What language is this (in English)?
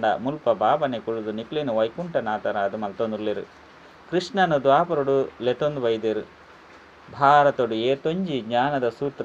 Tulu